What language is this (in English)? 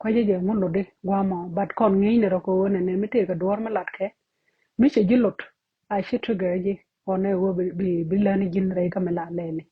Nuer